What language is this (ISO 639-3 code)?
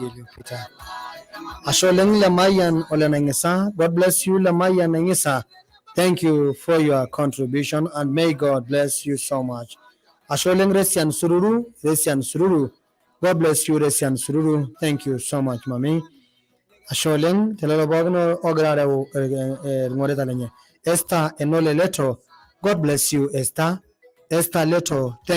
mas